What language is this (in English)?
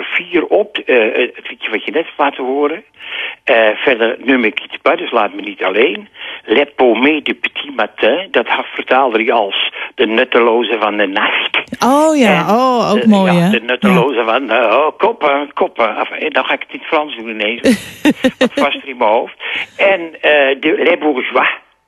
Dutch